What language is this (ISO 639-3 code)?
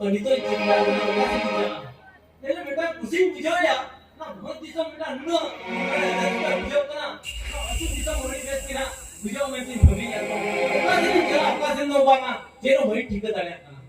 sat